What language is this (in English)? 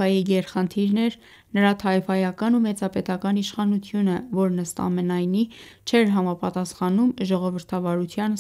Armenian